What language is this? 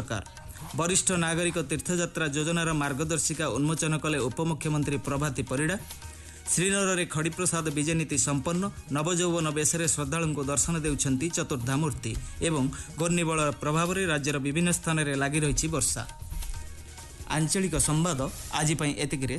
Odia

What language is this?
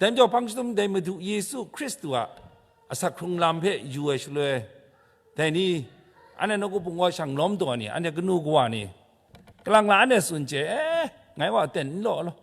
Kachin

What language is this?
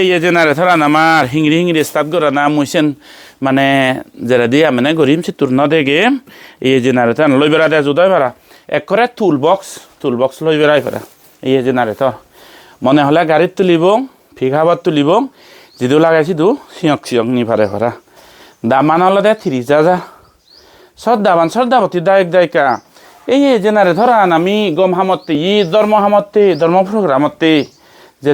Chakma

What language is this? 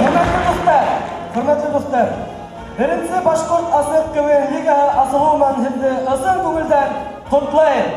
Bashkir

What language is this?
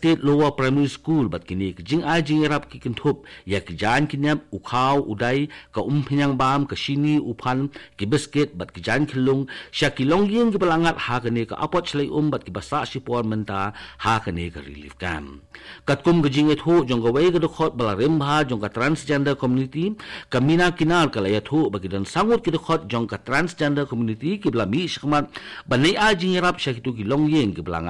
Khasi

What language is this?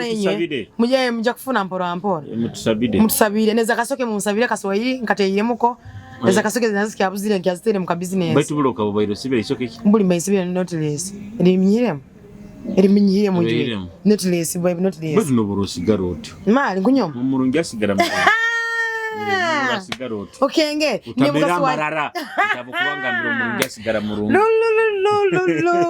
Nyoro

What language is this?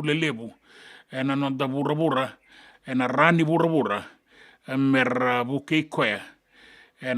Fijian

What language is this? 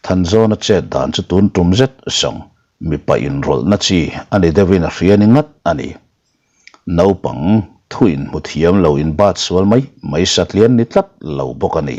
Mizo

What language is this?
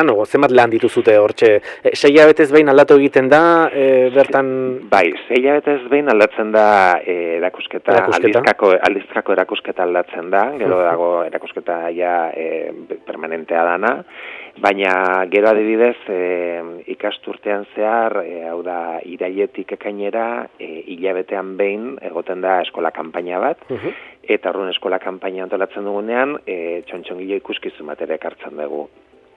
Basque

